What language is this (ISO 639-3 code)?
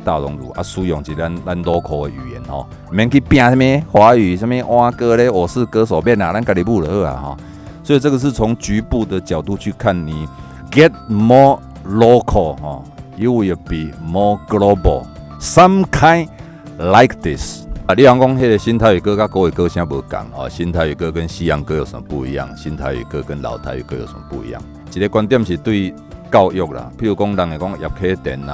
nan